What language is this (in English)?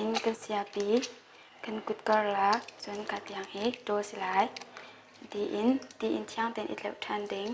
Hakha Chin